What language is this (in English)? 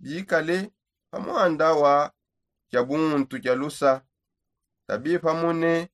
Songe